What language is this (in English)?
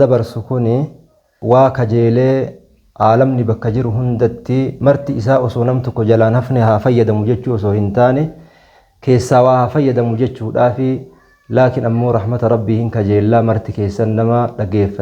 Oromo